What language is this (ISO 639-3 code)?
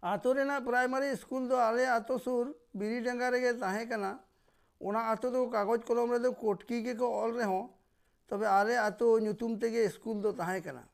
sat